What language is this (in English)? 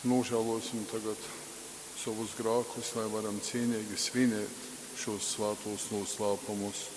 Latgalian